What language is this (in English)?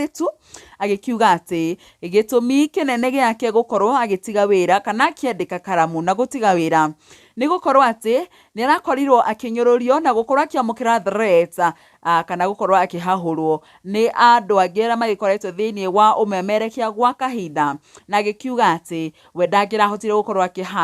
Kikuyu